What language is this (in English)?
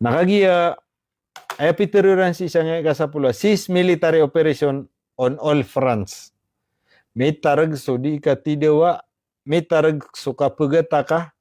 Maranao